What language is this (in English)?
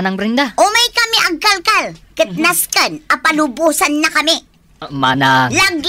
Iloko